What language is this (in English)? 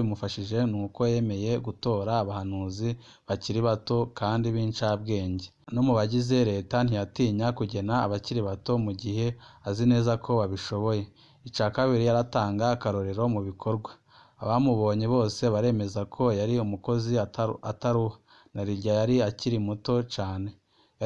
Rundi